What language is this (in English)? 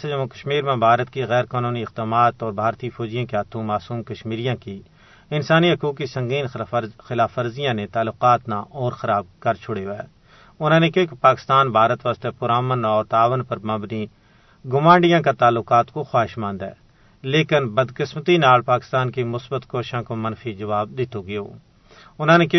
Gujari